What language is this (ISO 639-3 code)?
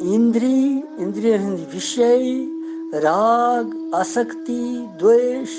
kas